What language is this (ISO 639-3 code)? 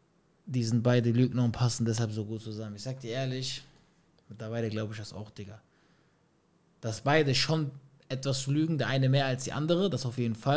deu